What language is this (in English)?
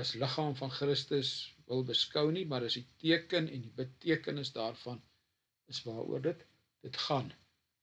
Afrikaans